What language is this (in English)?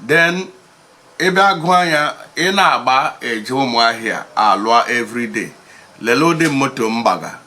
Igbo